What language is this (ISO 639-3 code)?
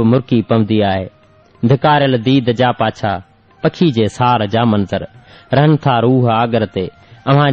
snd